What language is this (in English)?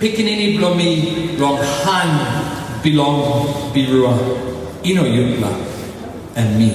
Tok Pisin